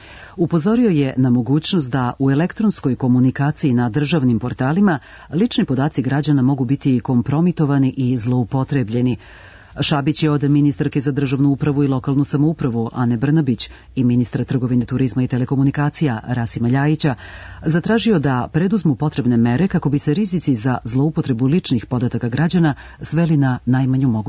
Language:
Serbian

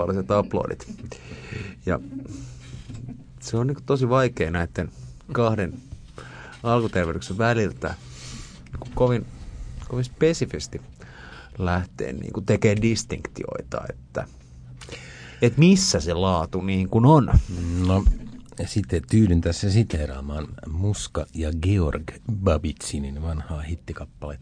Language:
Finnish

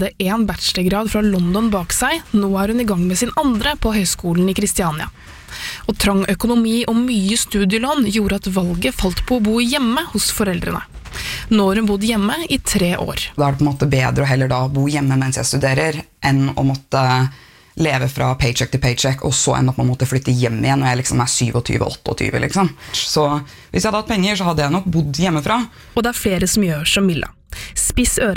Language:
Norwegian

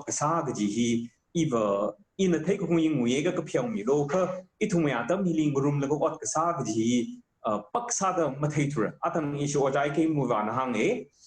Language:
Tangkhul Naga (India)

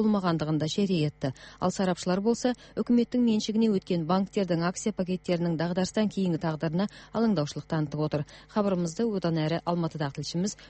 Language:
Kazakh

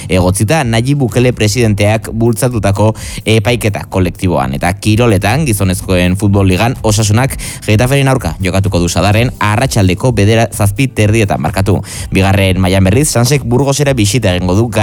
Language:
Basque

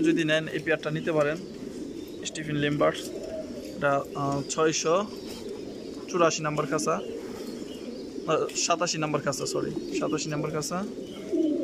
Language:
Bangla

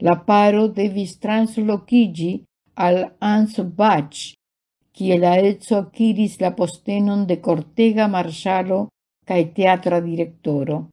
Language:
Esperanto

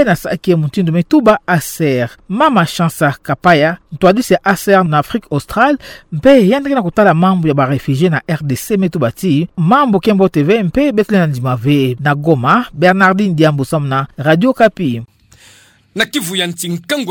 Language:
Kituba (Democratic Republic of Congo)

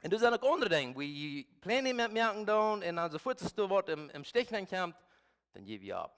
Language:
Plautdietsch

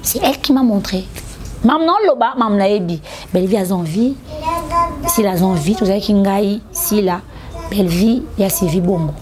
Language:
Lingala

